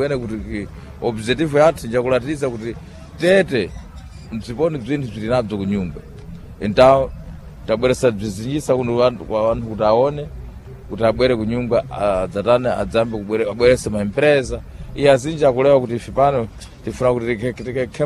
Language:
Sena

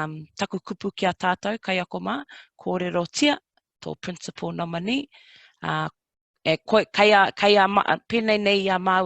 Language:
Māori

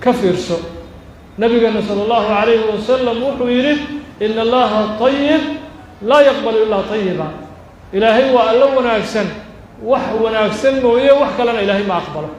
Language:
Somali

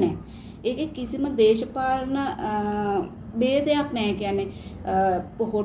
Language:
Sinhala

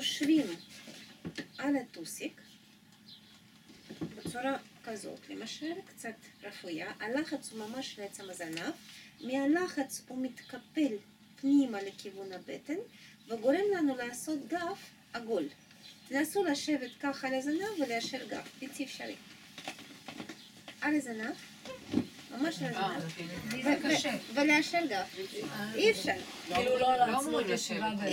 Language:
Hebrew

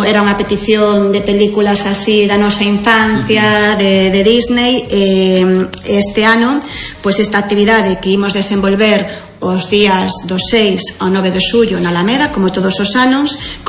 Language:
Galician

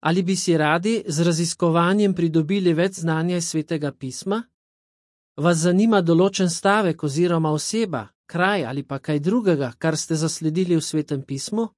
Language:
Slovenian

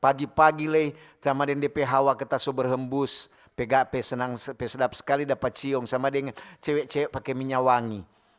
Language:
Manado Malay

